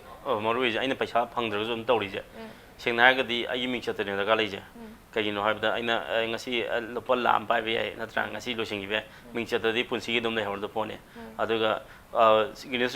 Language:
Manipuri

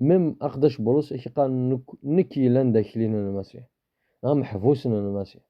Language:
Kabyle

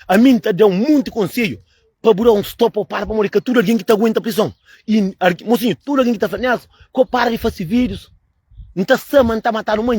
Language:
Kabuverdianu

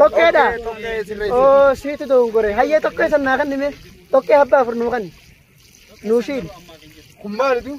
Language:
Oromo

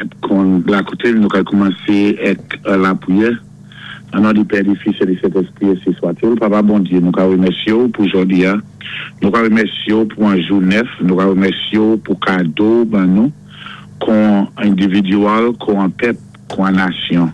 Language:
Saint Lucian Creole French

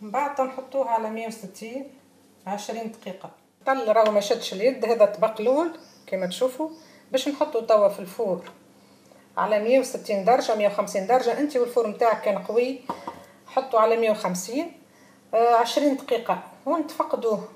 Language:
Tunisian Arabic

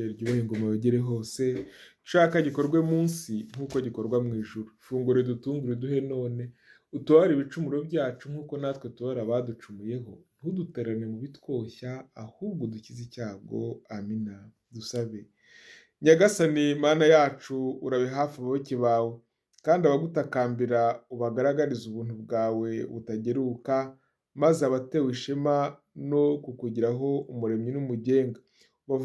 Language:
Kinyarwanda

